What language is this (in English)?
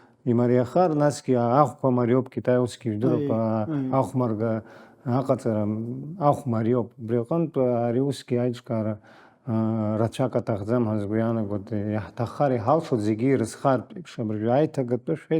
Abkhazian